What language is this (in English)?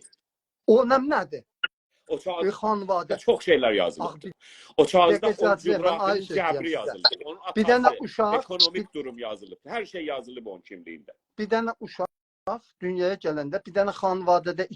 South Azerbaijani